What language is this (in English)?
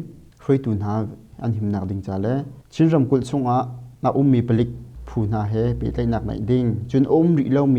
Hakha Chin